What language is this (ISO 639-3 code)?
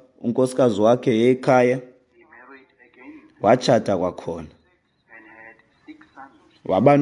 xho